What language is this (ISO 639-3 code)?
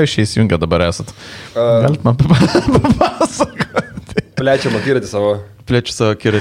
lit